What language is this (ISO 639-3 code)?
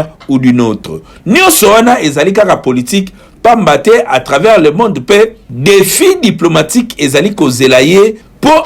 lin